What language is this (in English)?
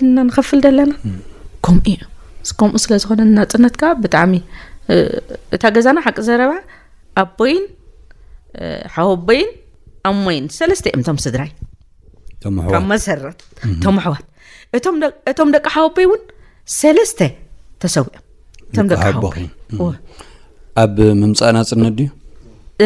Tigrinya